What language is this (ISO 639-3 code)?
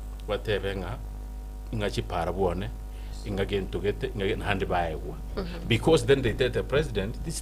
guz